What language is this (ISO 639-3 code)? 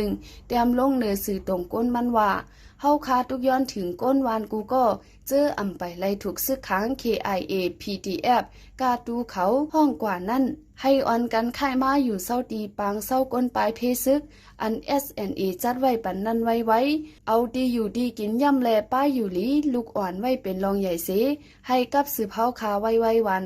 shn